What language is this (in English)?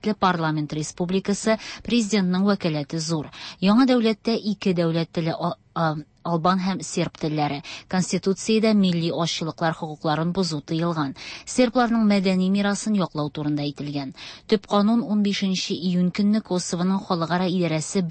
Tatar